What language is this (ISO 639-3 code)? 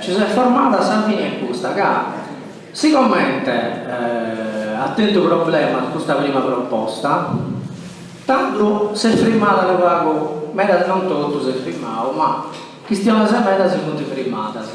srd